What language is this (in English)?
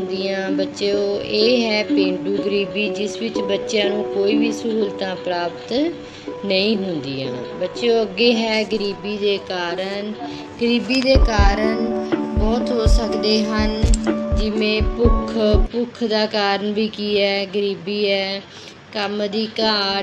Punjabi